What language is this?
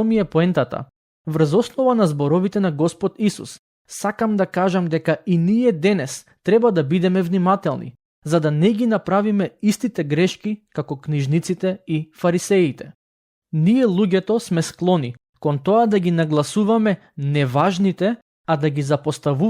Macedonian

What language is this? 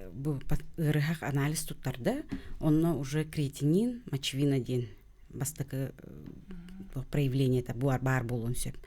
Yakut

